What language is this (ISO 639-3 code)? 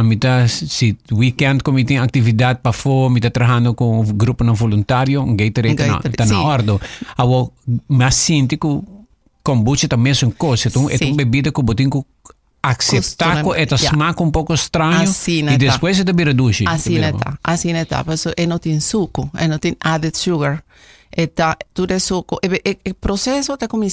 pap